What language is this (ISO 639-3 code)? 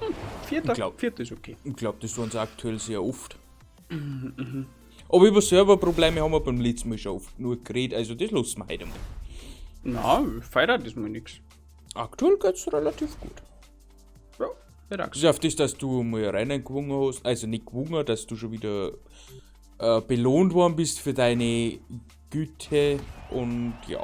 bar